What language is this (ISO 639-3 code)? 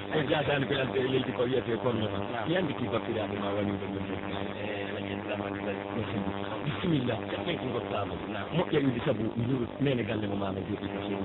fuf